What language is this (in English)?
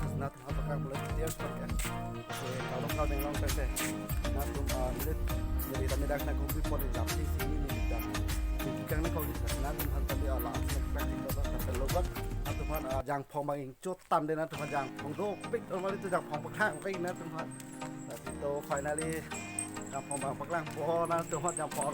Karbi